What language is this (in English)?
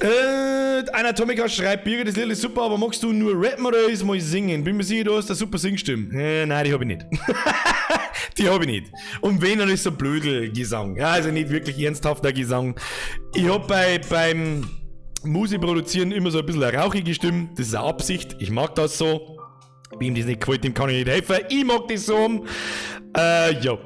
Bavarian